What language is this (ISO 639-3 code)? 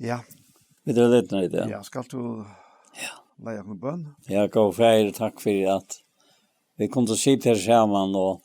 fao